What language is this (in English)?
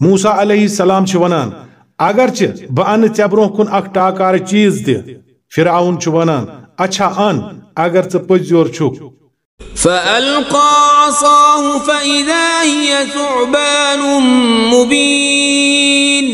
Kashmiri